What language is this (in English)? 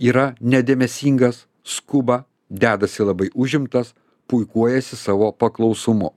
Lithuanian